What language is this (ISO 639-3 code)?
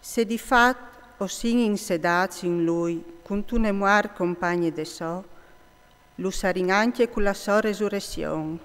fur